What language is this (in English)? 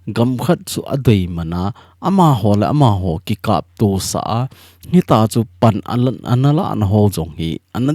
Thado Chin